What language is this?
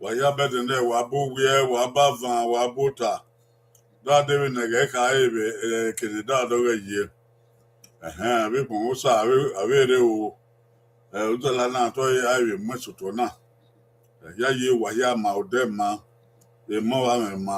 Bini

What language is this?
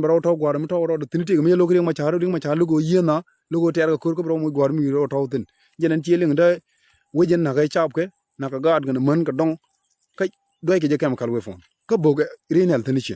Nuer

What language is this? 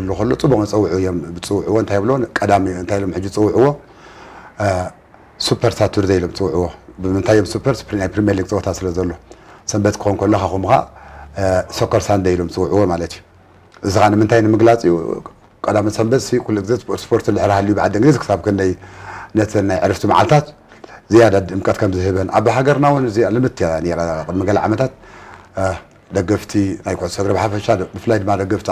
Tigrinya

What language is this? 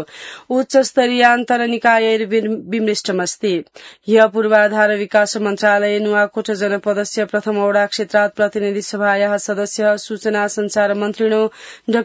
Sanskrit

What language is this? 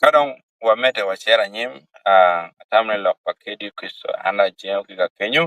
Acoli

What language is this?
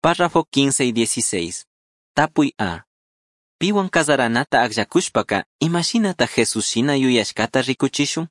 Chimborazo Highland Quichua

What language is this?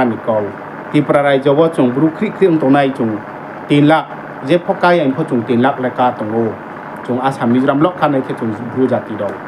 Riang (India)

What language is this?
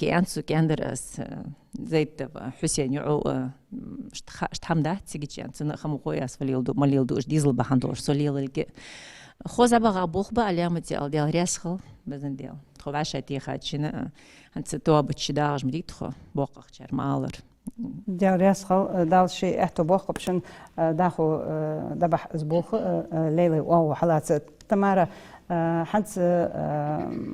Ingush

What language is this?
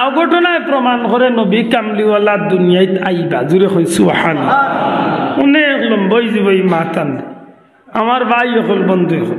Sylheti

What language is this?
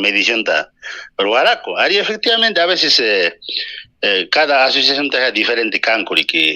Ayacucho Quechua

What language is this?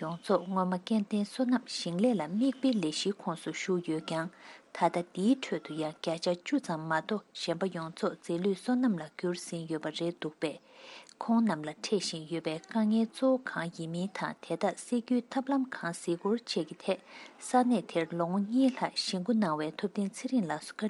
Tibetan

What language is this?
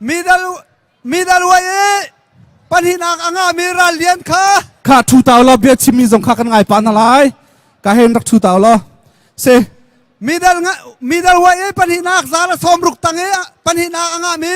Hakha Chin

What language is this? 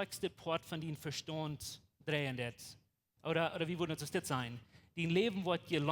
Plautdietsch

